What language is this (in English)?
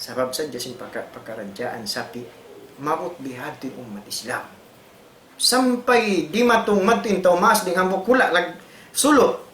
Tausug